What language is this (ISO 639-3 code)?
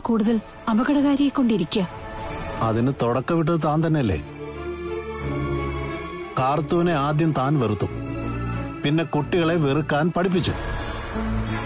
mal